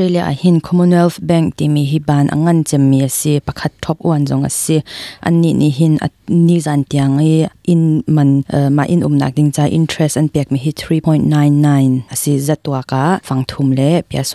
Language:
Hakha Chin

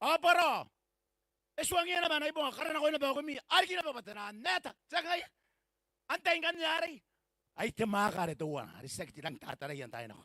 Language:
Gilbertese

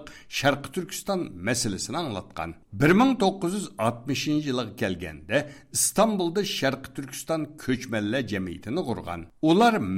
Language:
Uyghur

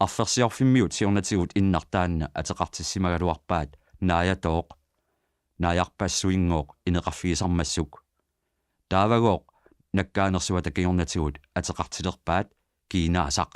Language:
Kalaallisut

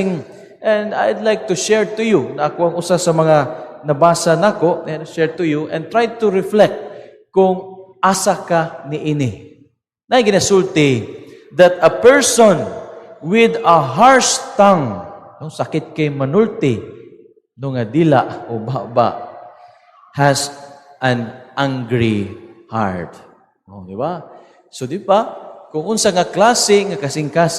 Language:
Cebuano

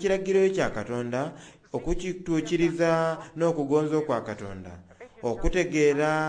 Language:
Soga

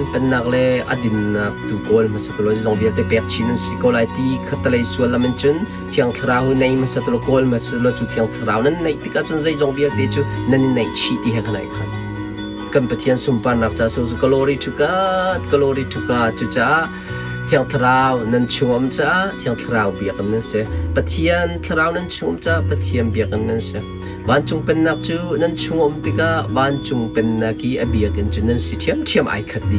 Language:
Hakha Chin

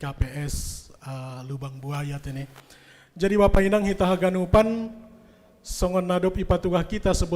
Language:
Batak Simalungun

